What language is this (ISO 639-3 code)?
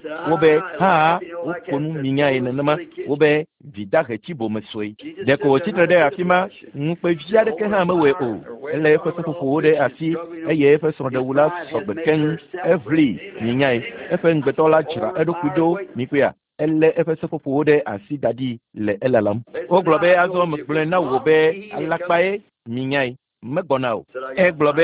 ewe